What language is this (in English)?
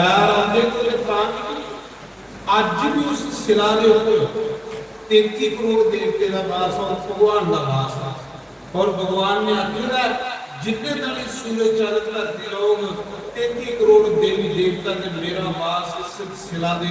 Dogri